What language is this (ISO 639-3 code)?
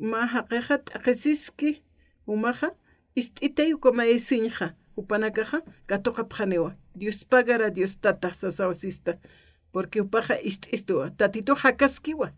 aym